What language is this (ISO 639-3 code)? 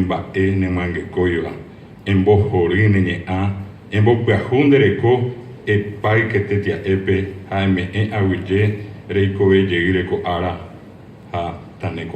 grn